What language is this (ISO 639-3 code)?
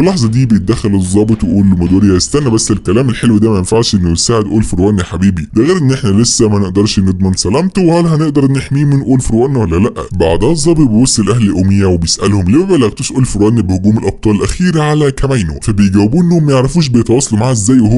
arz